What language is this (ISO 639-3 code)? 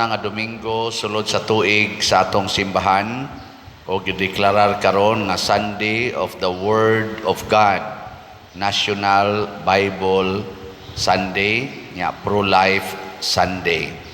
ceb